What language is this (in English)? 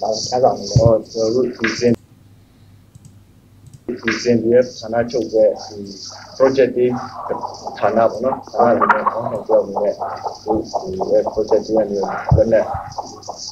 Burmese